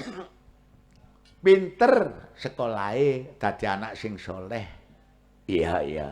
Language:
Javanese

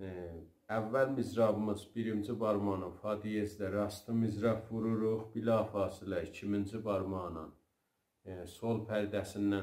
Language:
South Azerbaijani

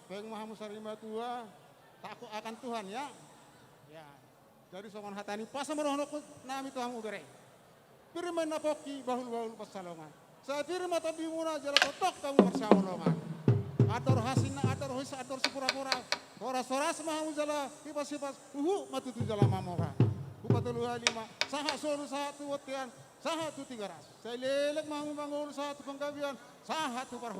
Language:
Batak Toba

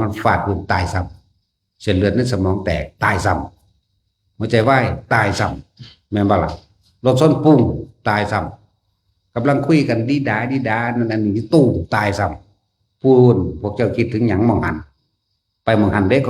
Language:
Northeastern Thai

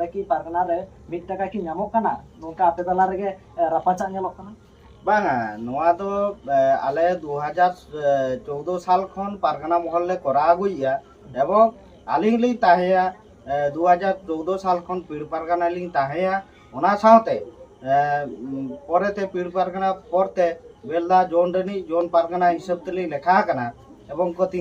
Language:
Santali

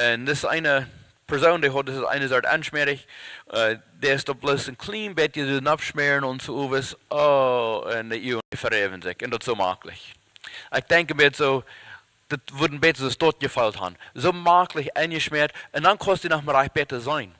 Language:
Plautdietsch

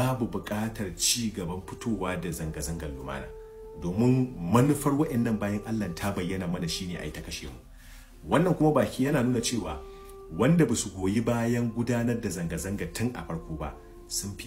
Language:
Hausa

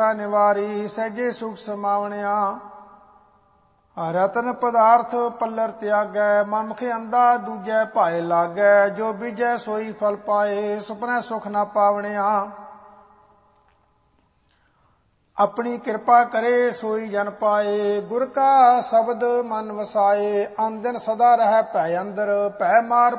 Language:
Punjabi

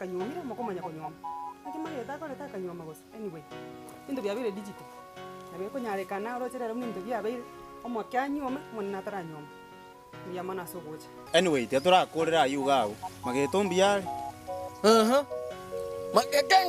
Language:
Gusii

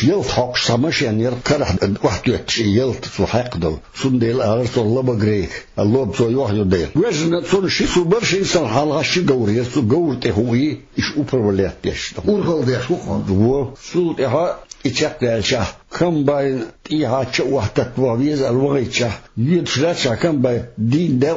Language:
Chechen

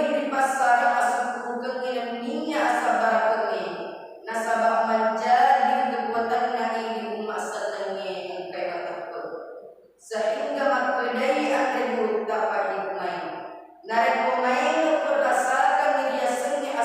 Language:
Buginese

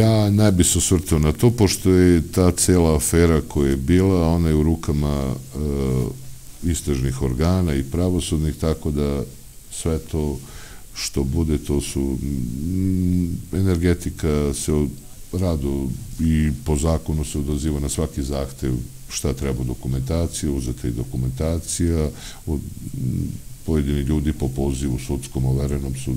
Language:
Serbian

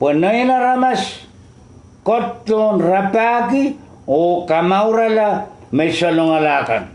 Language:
Pohnpeian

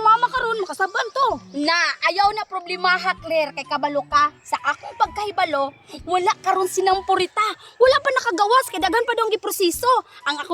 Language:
Cebuano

